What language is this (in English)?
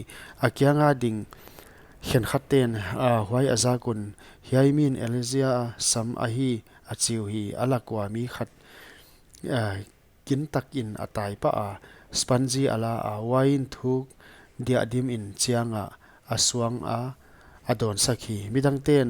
Paite Chin